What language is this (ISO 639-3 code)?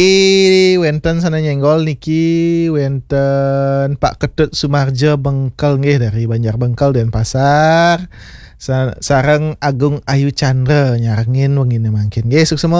ban